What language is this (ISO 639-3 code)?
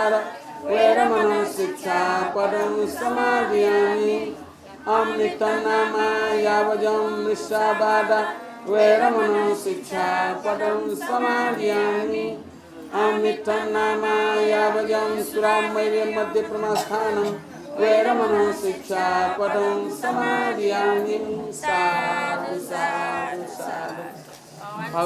new